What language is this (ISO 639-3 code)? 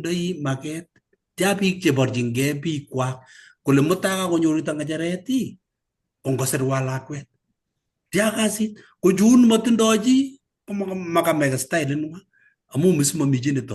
kln